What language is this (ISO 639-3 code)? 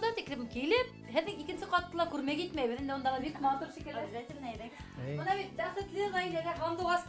bak